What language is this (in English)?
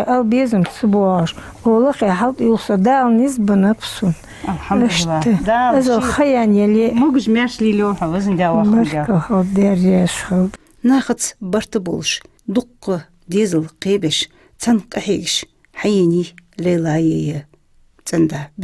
Ingush